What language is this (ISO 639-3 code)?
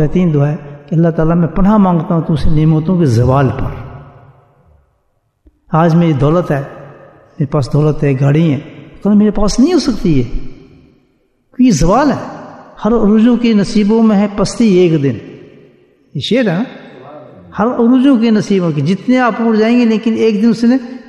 urd